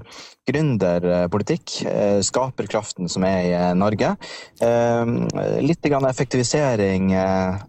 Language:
Norwegian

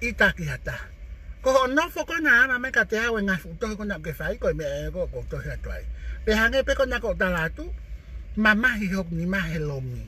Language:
Tongan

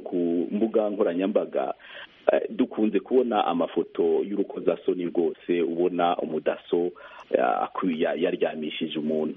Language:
Kinyarwanda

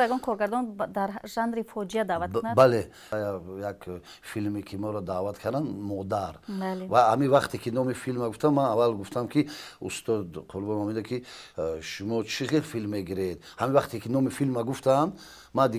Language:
Tajik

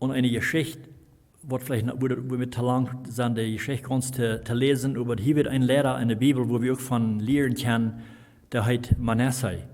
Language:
Plautdietsch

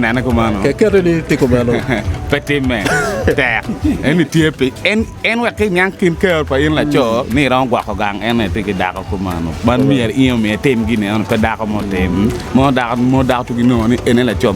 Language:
Acoli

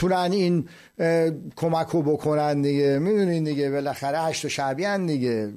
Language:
Persian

